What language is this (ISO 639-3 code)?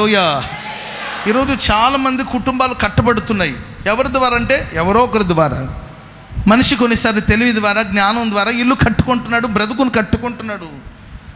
tel